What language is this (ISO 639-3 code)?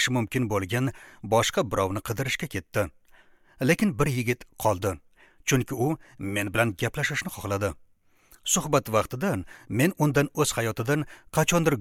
uzb